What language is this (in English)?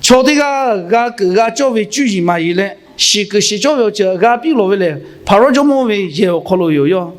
Lahu